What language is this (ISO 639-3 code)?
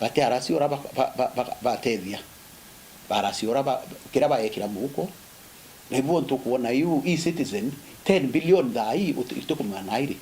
mer